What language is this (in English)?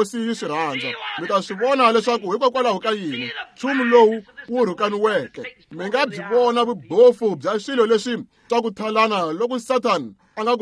Tsonga